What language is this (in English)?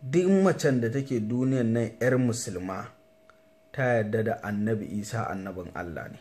Hausa